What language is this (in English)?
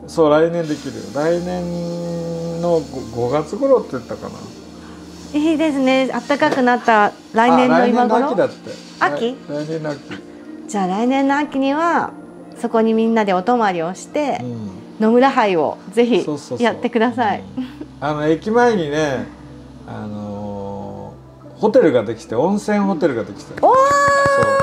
Japanese